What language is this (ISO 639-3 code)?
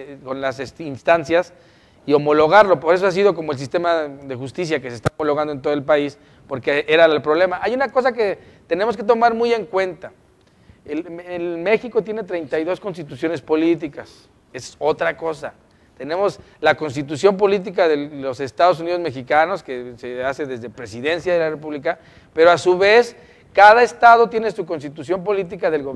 spa